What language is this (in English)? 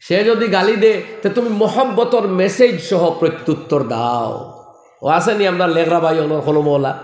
Sylheti